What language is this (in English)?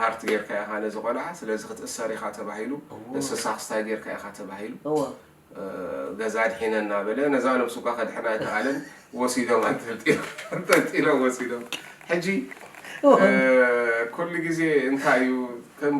Tigrinya